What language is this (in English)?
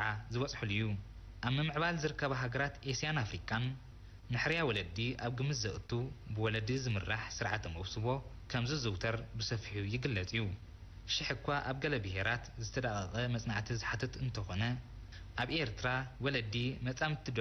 Tigrinya